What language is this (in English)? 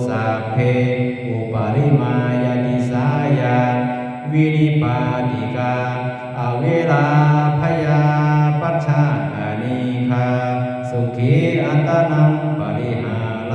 Pali